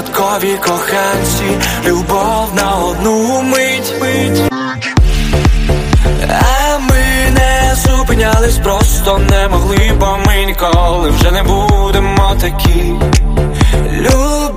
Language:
Ukrainian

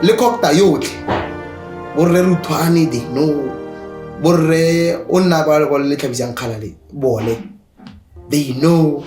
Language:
Tswana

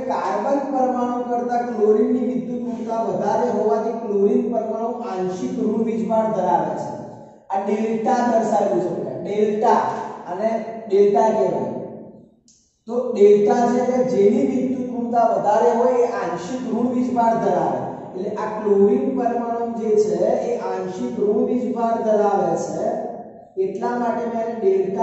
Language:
Gujarati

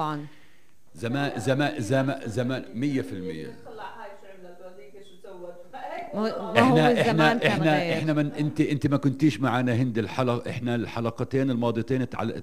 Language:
North Levantine Arabic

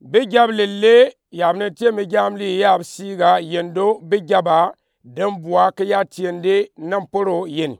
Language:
Gourmanchéma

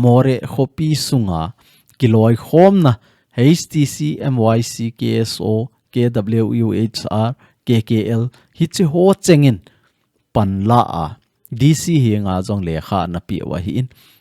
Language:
Thado Chin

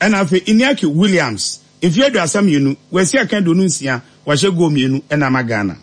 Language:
Akan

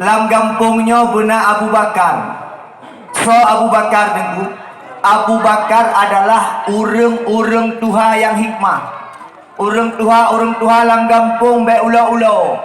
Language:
Achinese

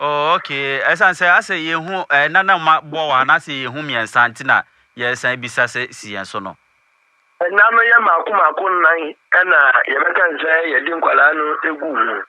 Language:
Akan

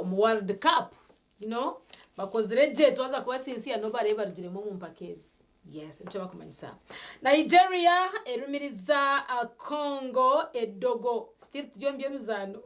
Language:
Nyankole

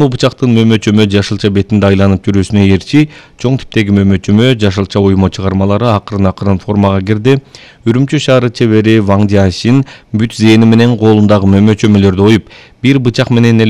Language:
Kyrgyz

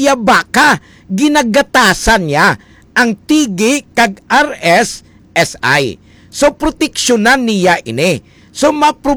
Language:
Hiligaynon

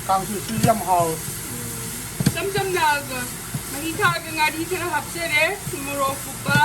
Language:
Manipuri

